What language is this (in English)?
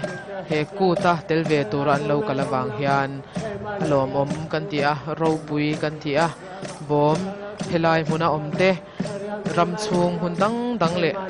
Mizo